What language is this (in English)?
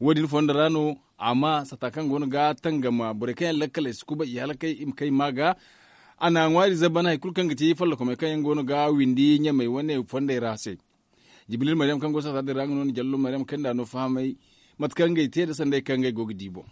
Zarma